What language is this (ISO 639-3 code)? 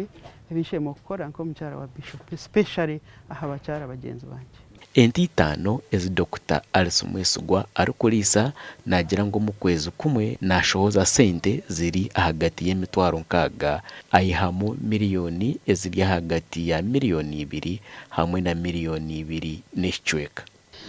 nyn